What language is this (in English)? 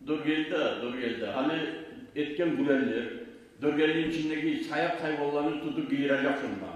Kumyk